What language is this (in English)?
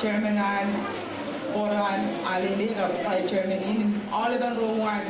Marshallese